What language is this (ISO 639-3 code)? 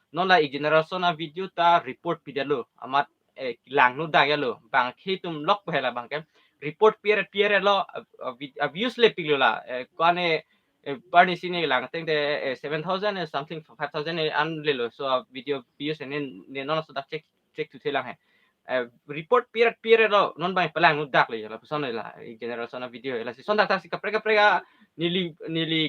mjw